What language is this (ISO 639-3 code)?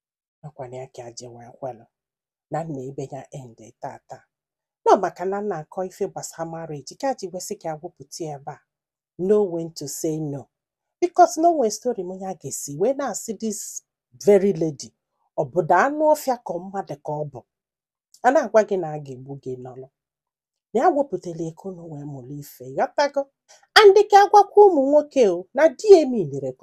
ibo